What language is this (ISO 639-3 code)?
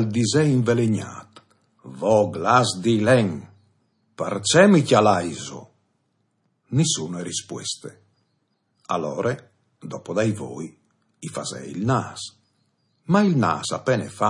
fur